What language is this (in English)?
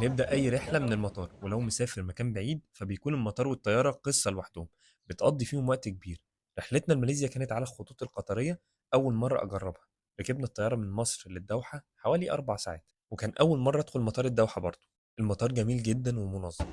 Egyptian Arabic